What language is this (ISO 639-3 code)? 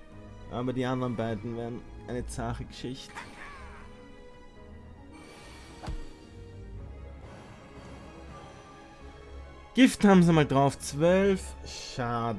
deu